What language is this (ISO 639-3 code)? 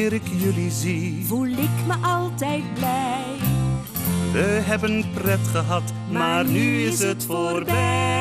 nld